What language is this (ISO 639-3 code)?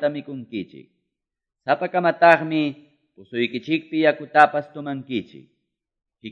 que